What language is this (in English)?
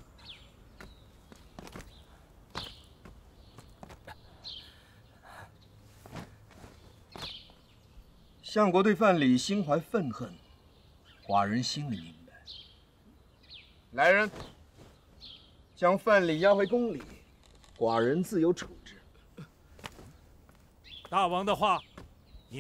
Chinese